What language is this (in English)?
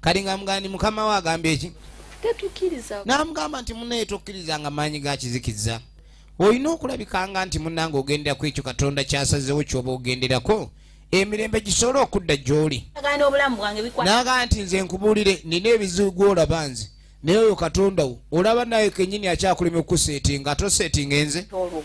Ganda